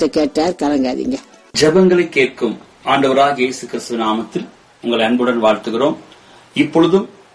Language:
Tamil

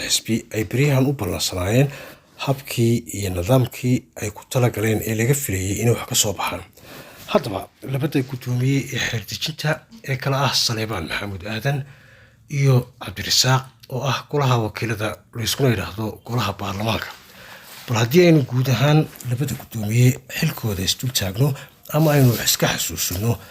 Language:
Somali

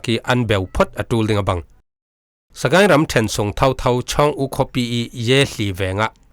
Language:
Falam Chin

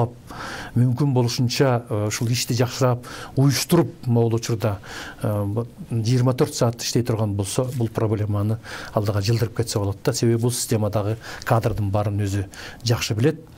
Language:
Kyrgyz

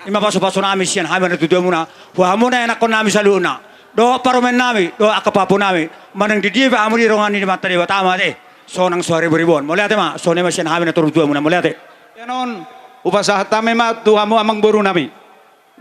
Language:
Batak Toba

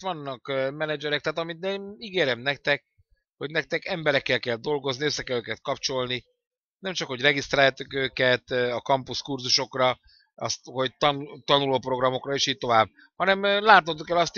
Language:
Hungarian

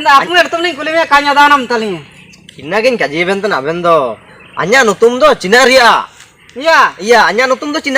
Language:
Ho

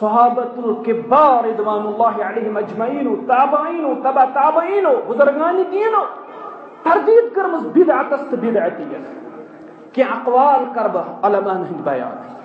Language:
Kashmiri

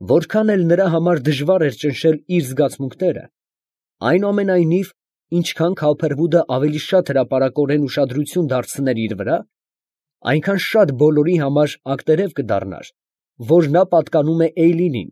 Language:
Armenian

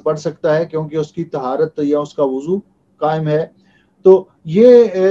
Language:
Urdu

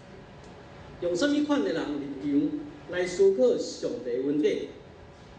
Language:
Min Nan Chinese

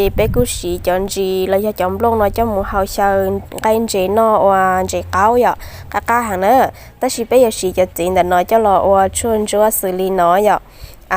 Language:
Hmong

